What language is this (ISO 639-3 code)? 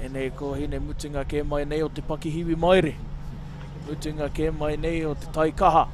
mri